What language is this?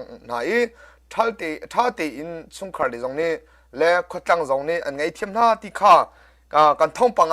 Hakha Chin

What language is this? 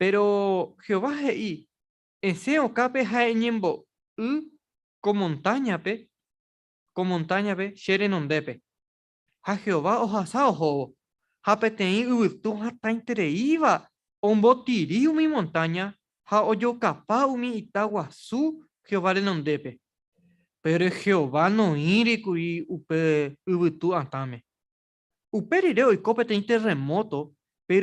Guarani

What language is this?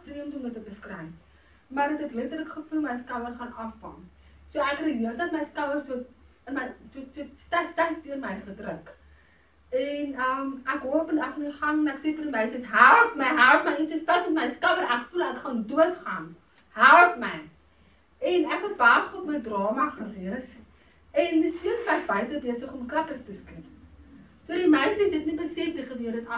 Afrikaans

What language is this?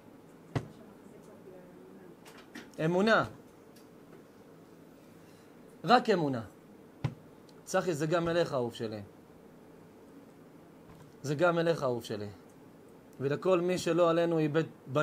Hebrew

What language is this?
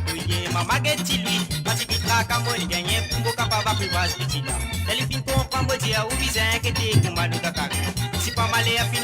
Morisyen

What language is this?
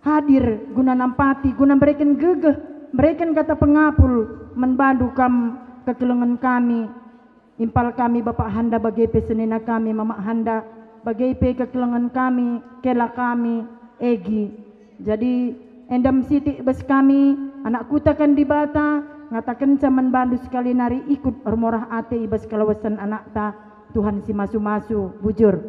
Batak Karo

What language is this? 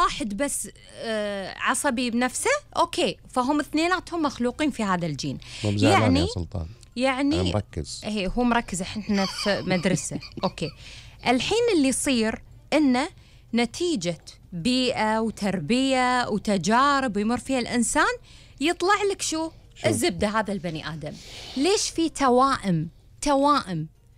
Gulf Arabic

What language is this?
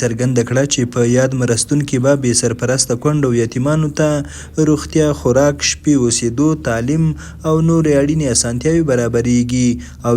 Pashto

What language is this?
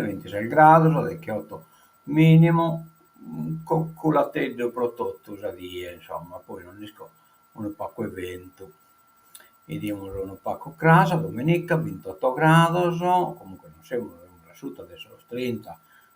Sardinian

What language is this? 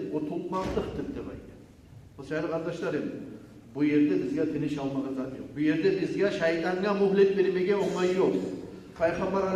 Kumyk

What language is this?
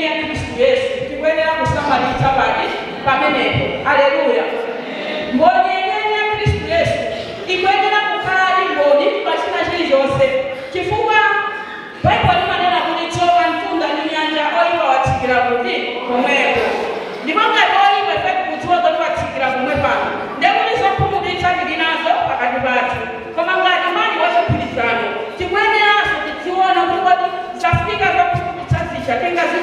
Nyanja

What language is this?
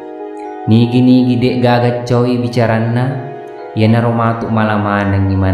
Buginese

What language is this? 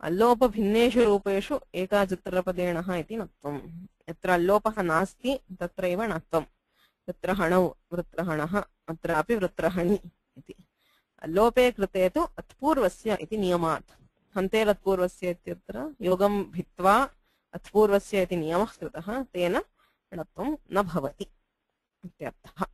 Sanskrit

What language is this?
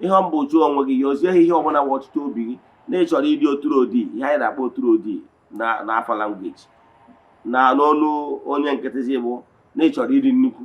Igbo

